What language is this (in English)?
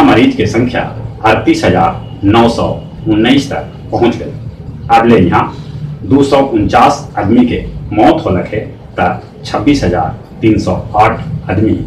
Magahi